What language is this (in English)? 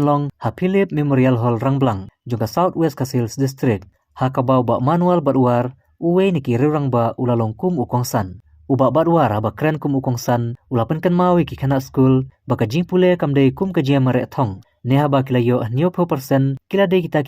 Khasi